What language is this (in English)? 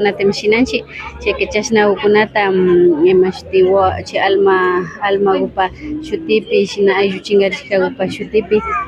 Imbabura Highland Quichua